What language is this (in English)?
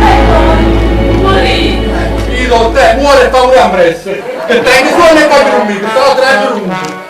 Neapolitan